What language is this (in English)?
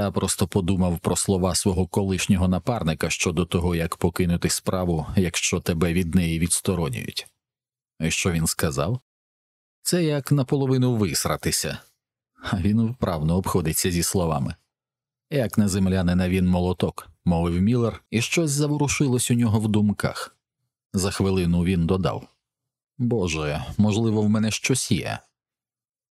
Ukrainian